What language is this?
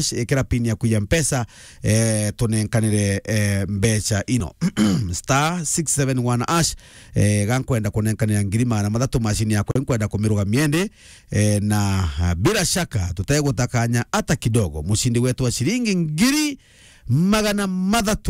Meru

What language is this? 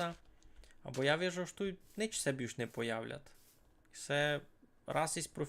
Rusyn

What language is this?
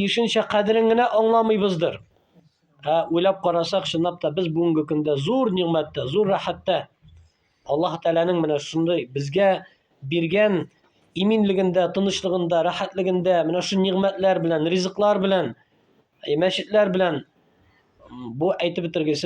Tatar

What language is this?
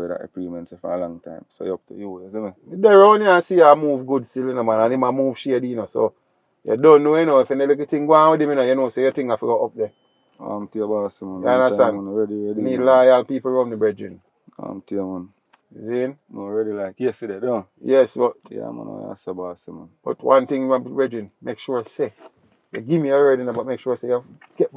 Jamaican Creole English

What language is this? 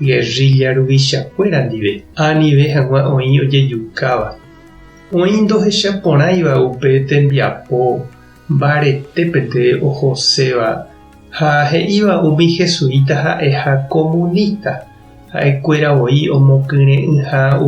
Guarani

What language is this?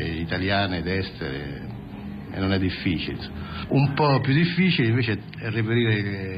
Italian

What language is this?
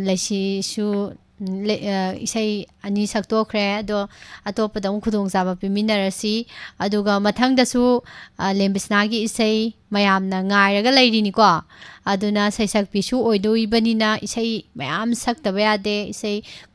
Manipuri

